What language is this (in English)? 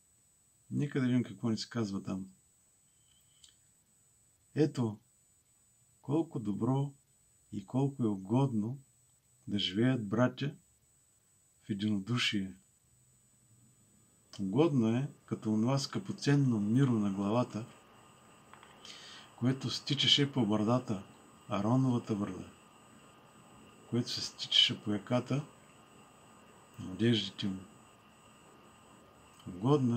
Bulgarian